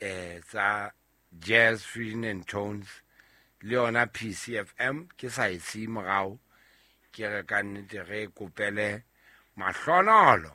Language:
Southern Sotho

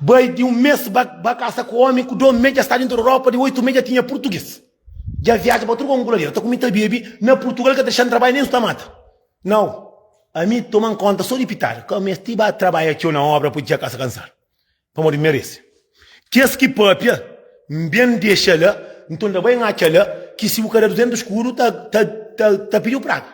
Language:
Kabuverdianu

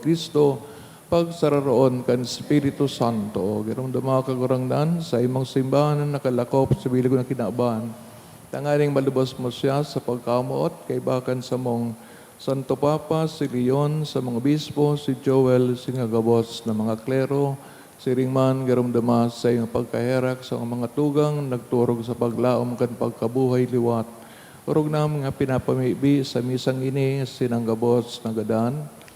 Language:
Bikol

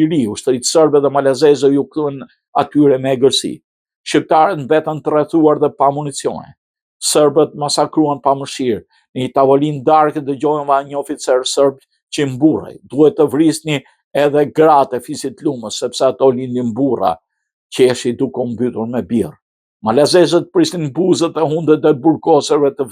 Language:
Albanian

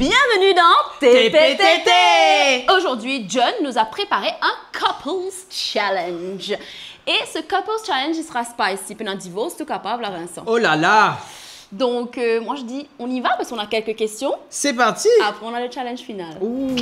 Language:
Morisyen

